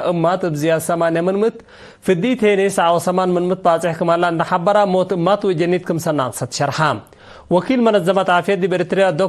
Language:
Tigre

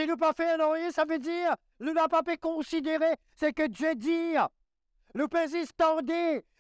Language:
Morisyen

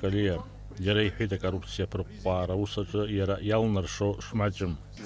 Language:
Abkhazian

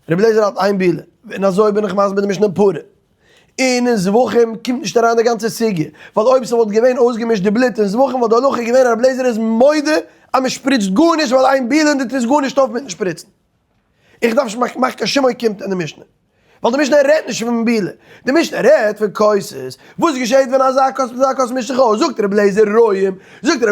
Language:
Yiddish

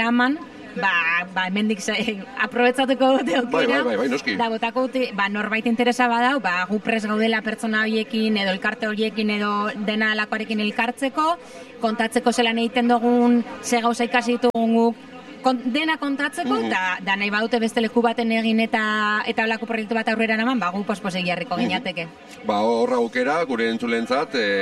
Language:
Basque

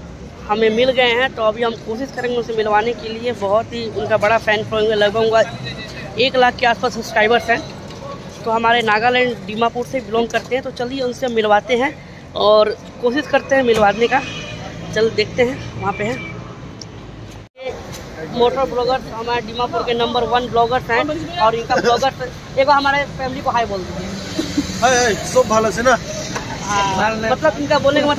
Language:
Hindi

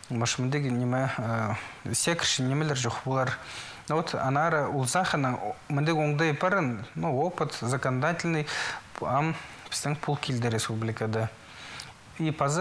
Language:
Khakas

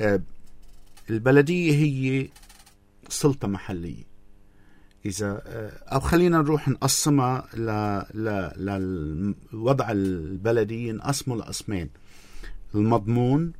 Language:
North Levantine Arabic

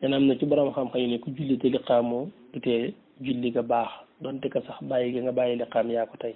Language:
Wolof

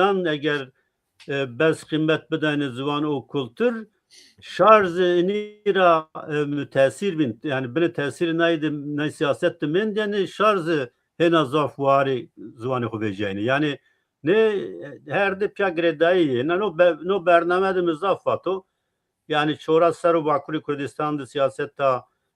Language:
Zaza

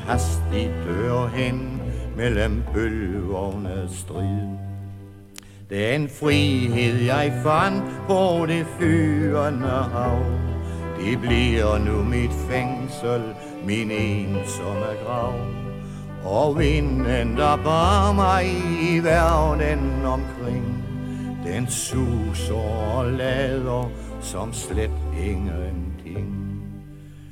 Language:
Danish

